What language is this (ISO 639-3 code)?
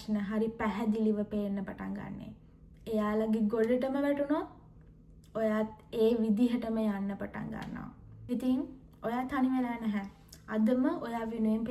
sin